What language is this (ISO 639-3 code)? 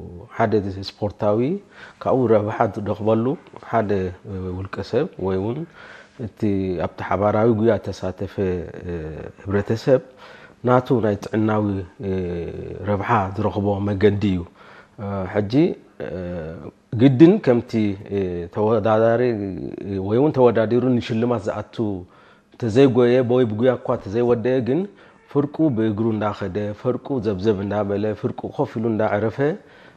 tir